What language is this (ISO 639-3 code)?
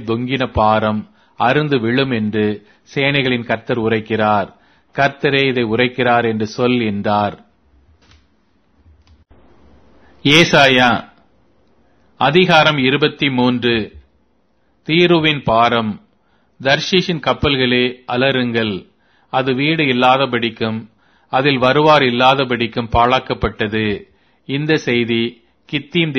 tam